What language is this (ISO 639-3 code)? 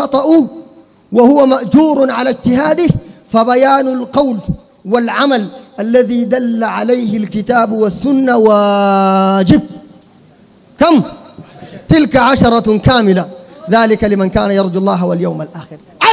apd